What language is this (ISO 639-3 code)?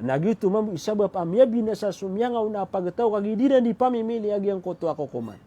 mrw